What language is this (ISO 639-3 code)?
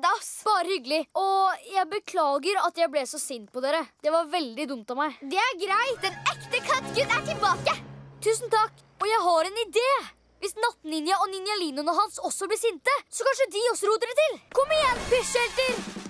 nor